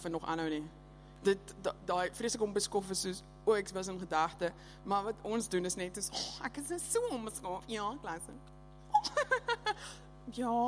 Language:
Afrikaans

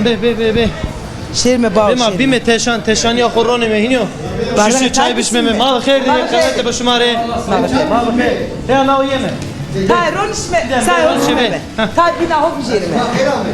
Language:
Zaza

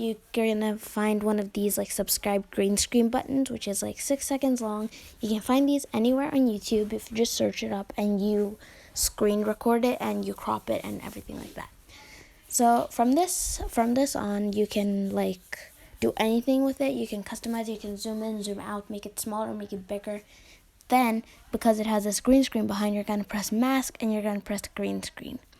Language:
English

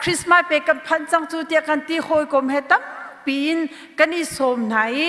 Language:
Hakha Chin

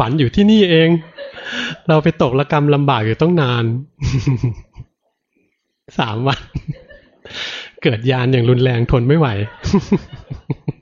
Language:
Thai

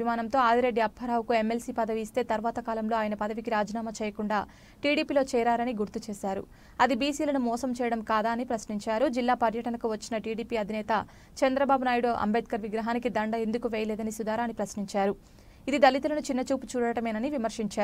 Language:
Telugu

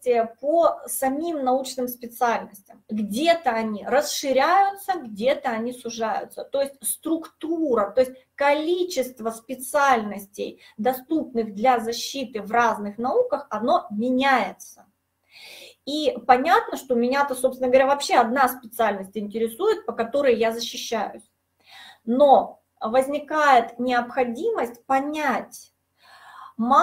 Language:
Russian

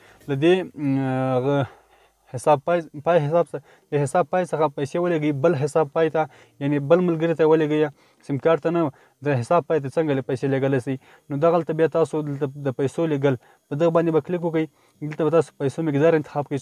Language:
Pashto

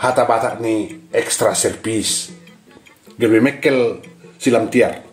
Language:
Batak Toba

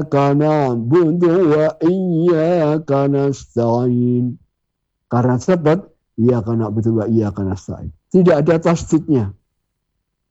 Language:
Indonesian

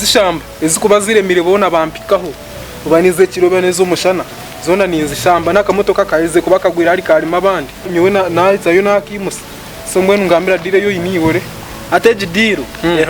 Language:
Nyankole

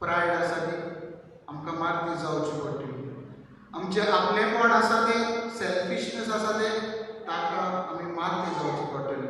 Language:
Konkani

